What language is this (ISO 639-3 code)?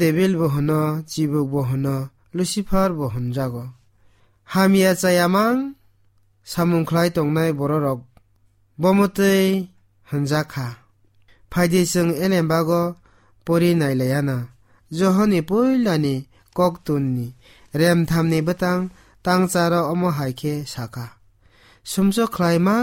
trp